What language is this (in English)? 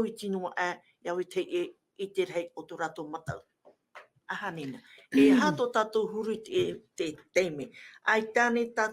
Tahitian